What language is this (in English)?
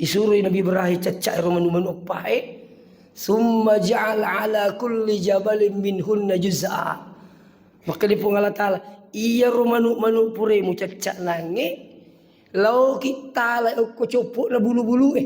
Buginese